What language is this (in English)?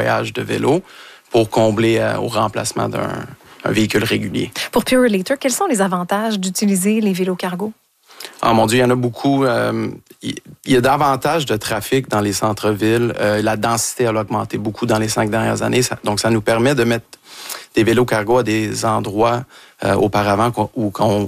French